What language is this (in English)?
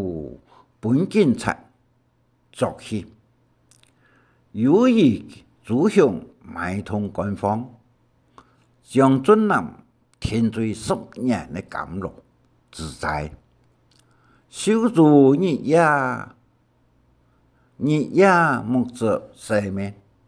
Hakka Chinese